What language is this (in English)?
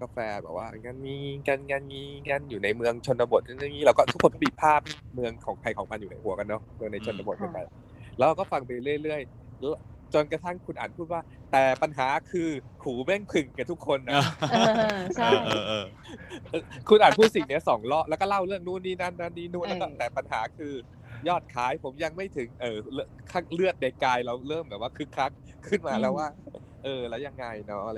Thai